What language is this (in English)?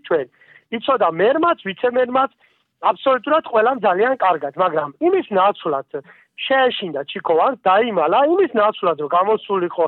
Georgian